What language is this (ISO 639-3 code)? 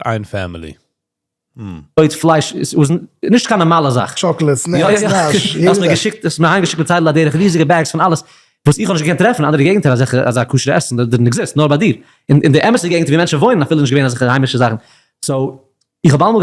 yid